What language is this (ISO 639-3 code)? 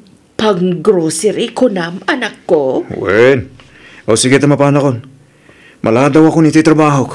ilo